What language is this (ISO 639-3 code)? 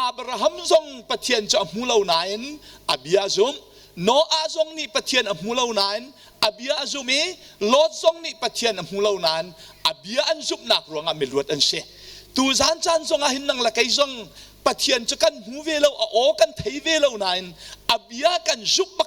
cnh